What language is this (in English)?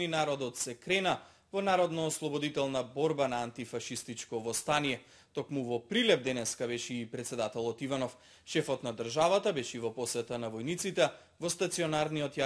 Macedonian